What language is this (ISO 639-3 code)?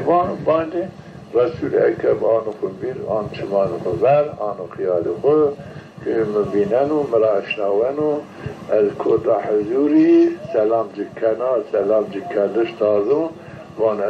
zza